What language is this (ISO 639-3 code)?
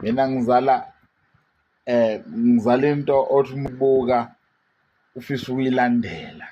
zul